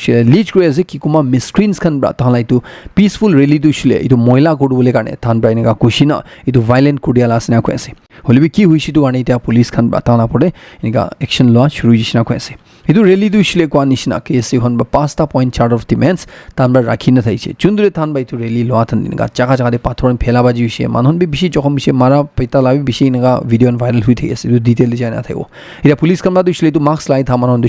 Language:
Naga Pidgin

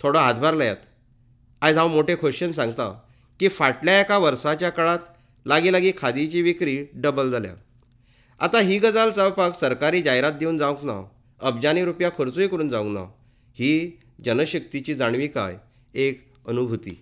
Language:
Konkani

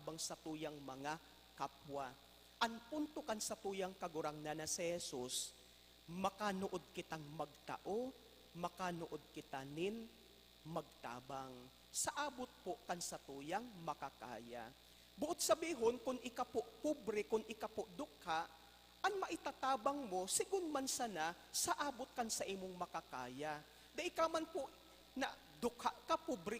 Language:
Bikol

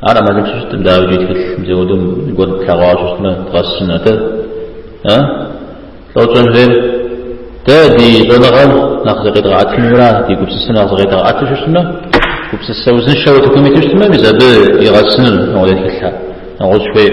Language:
Kabardian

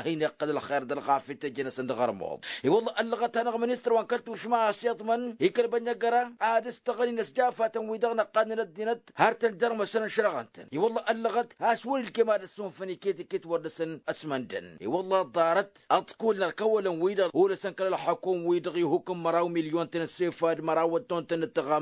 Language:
Tamasheq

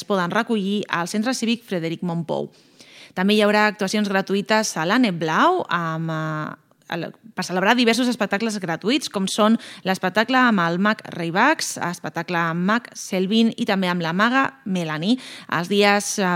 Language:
Catalan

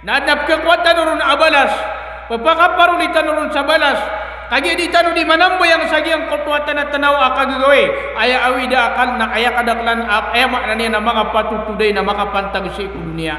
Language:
Maranao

